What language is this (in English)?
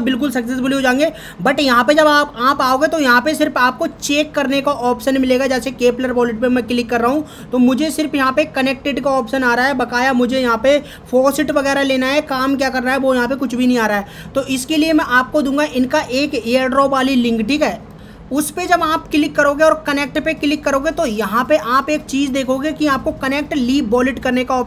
Hindi